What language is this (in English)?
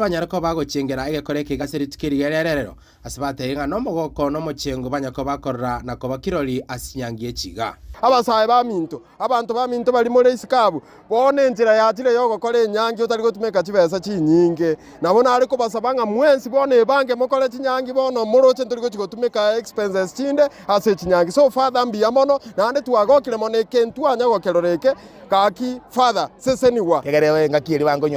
Gusii